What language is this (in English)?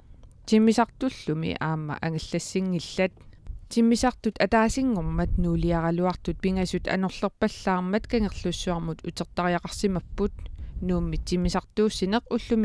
Kalaallisut